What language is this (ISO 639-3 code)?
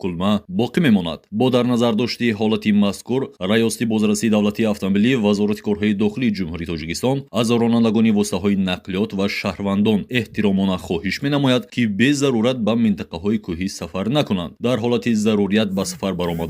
tgk